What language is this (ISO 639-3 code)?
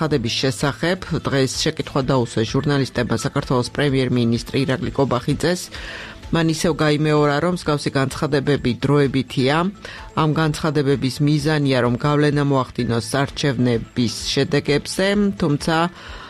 kat